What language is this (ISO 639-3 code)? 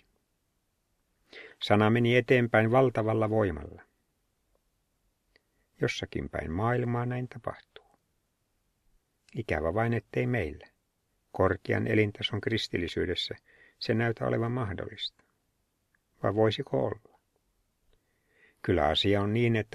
fin